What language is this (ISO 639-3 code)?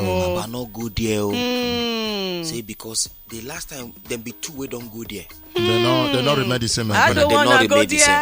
pcm